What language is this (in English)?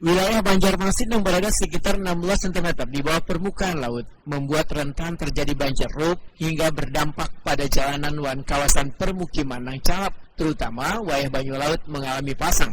Banjar